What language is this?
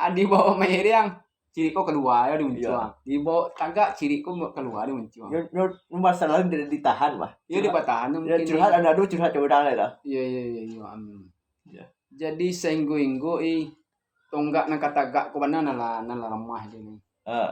Minangkabau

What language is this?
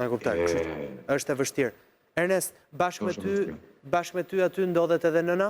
Albanian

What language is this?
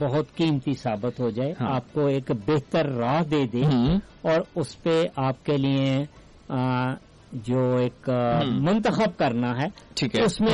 Urdu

